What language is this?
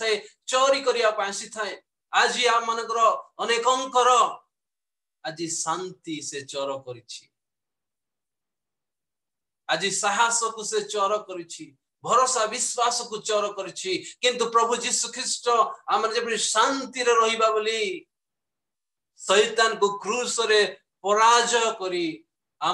Odia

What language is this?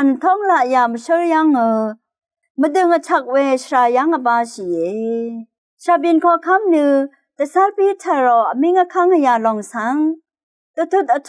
Rawang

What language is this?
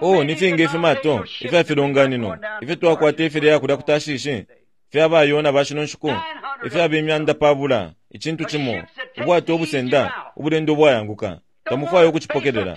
Bemba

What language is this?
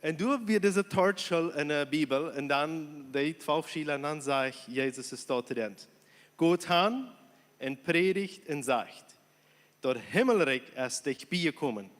Plautdietsch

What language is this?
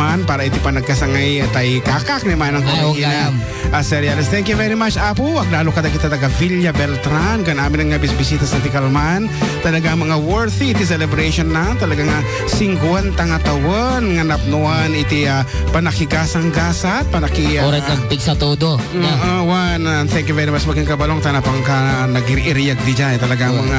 Iloko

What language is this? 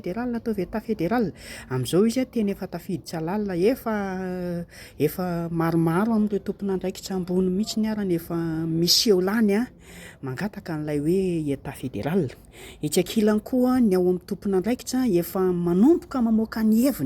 Malagasy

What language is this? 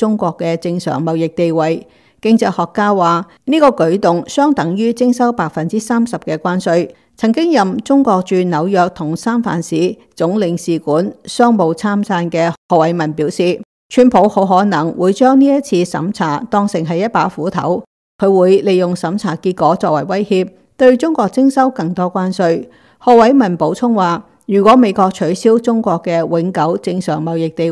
Cantonese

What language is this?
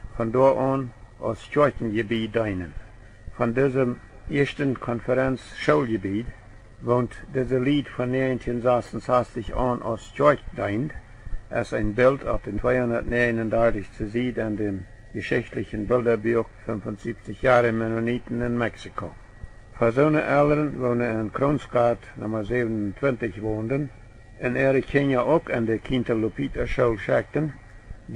Plautdietsch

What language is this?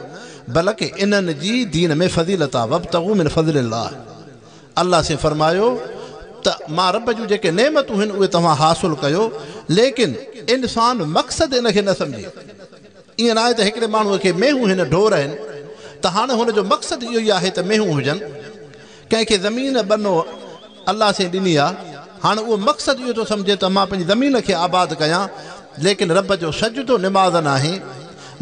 Sindhi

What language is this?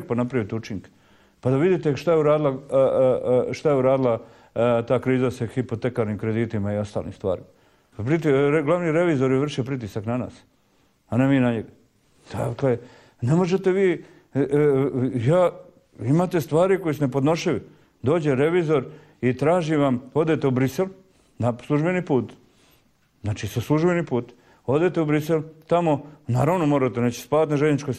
Croatian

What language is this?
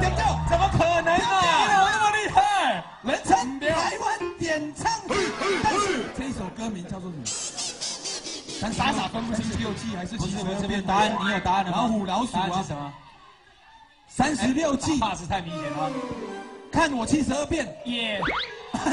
Chinese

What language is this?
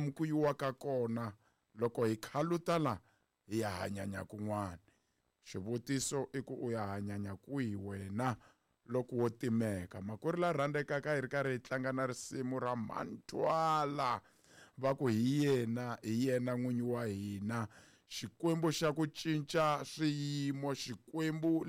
Tsonga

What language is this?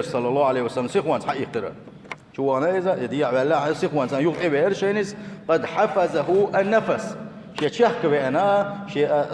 Chechen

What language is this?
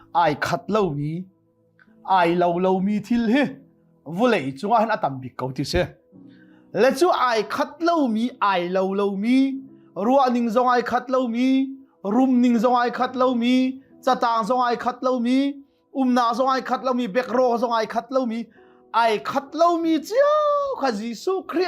Hakha Chin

